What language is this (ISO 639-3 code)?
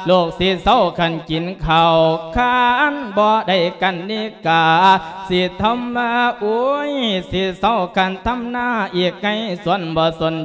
lao